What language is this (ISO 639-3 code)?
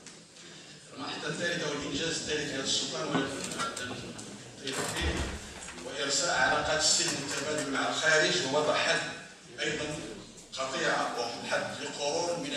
ara